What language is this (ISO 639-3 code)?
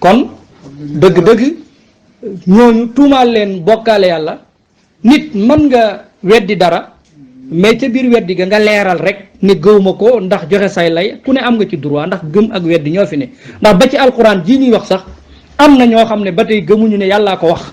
wol